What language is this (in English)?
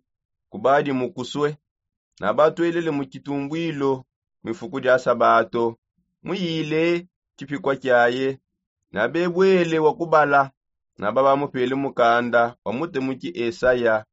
Songe